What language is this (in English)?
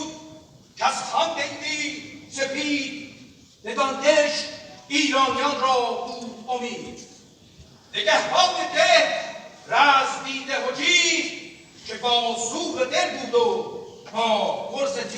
Tajik